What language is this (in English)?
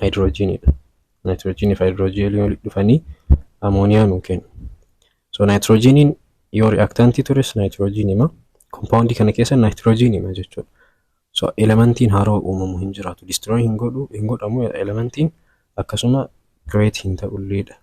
Oromo